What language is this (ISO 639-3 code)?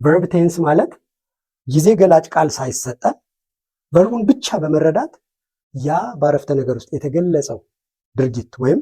amh